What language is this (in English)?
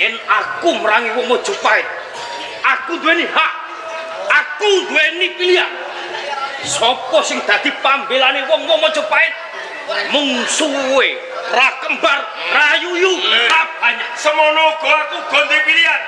Javanese